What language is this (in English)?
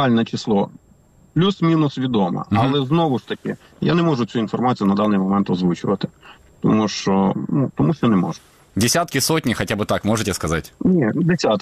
Ukrainian